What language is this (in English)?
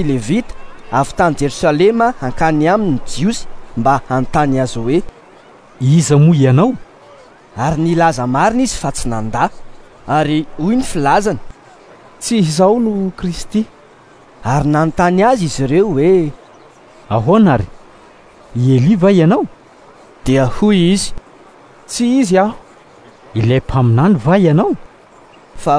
Malagasy